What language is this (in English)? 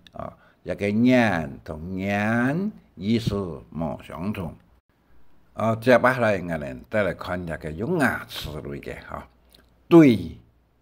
Hakka Chinese